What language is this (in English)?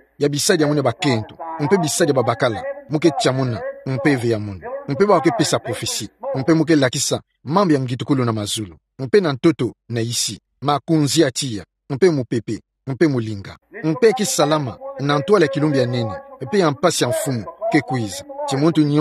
Kituba (Democratic Republic of Congo)